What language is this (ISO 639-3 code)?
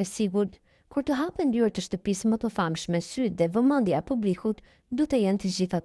sqi